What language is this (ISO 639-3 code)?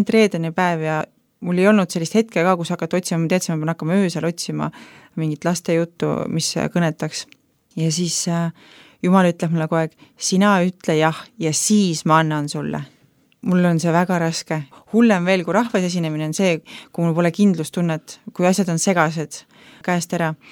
est